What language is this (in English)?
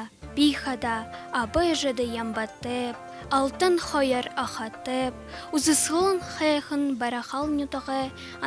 Buriat